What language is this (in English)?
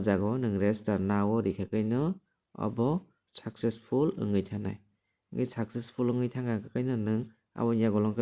Kok Borok